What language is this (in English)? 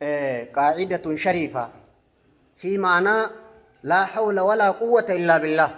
Oromo